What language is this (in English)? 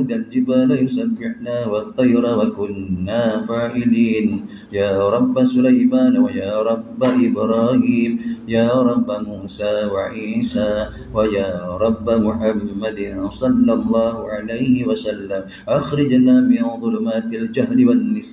Malay